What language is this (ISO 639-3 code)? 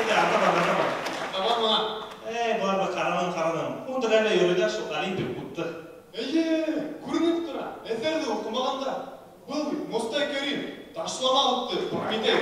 bak